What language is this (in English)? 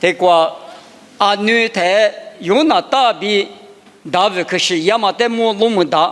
Lisu